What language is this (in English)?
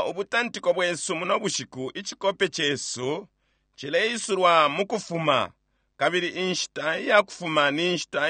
Bemba